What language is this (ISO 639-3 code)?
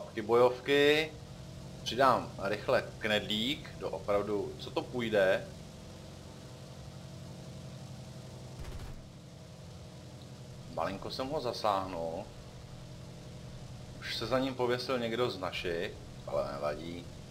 ces